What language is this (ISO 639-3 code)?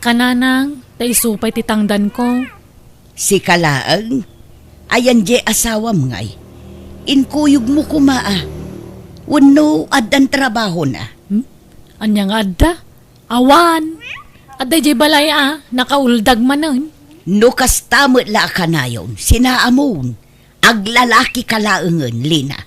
ilo